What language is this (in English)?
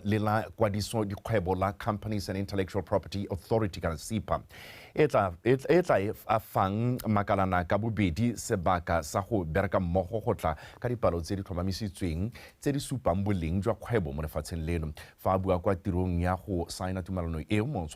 Tswana